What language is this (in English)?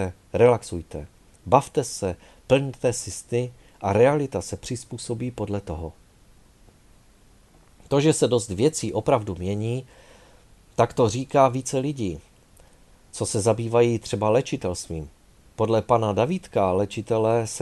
Czech